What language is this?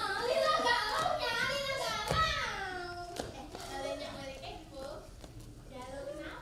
Betawi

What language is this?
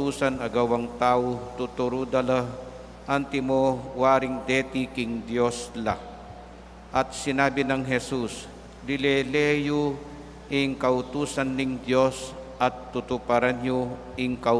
Pampanga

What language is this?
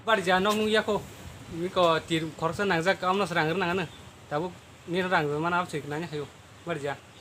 Kok Borok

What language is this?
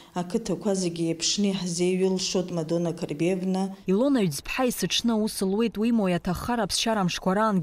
Abkhazian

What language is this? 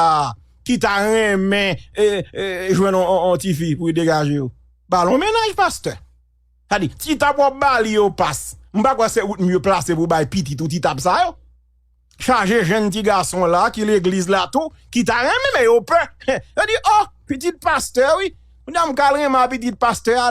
Haitian Creole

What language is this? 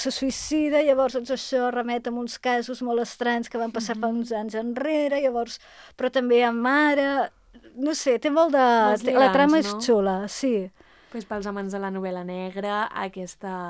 Catalan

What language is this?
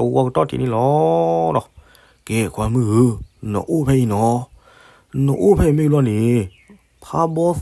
S'gaw Karen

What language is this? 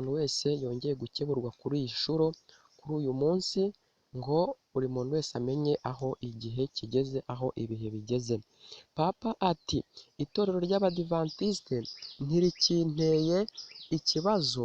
Kinyarwanda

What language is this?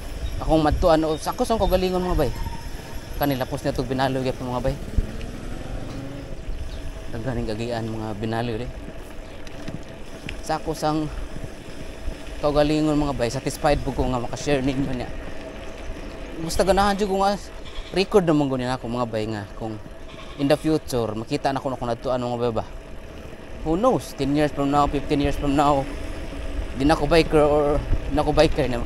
Cebuano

